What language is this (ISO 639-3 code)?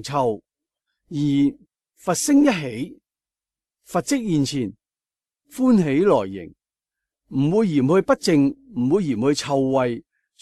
yue